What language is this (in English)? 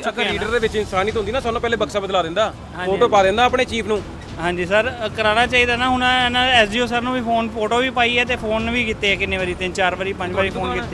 Punjabi